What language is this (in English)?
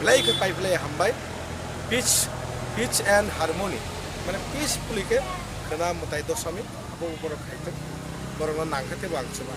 Kok Borok